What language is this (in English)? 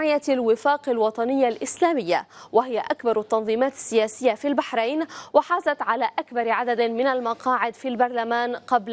Arabic